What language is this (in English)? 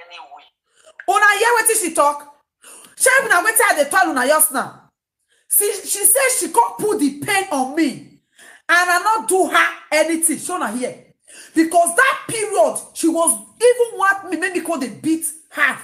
Nigerian Pidgin